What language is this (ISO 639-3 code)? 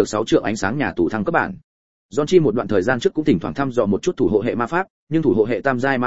vie